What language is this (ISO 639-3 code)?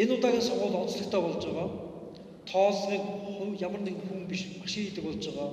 mon